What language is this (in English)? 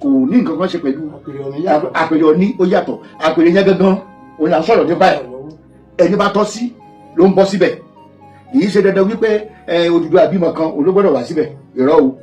Yoruba